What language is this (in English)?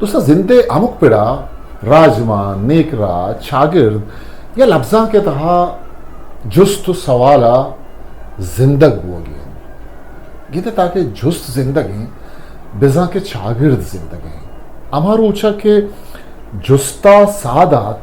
Eastern Balochi